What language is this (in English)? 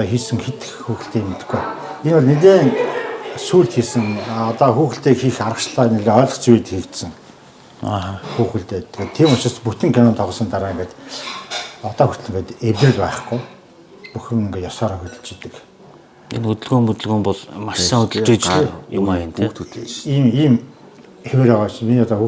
Mongolian